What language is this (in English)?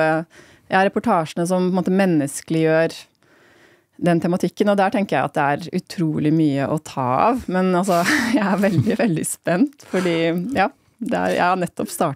Norwegian